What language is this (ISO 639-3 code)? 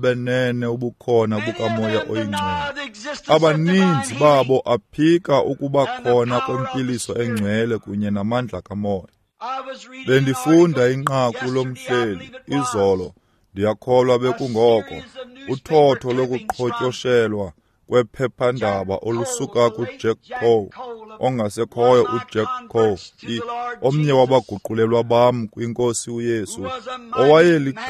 xho